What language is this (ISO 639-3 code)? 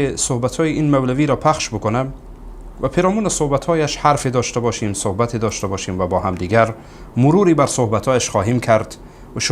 fas